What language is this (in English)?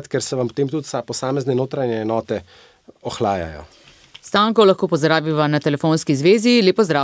Slovenian